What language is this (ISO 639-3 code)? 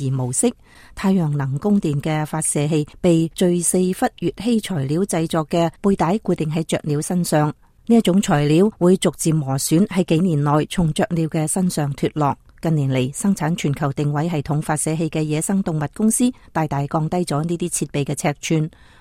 yue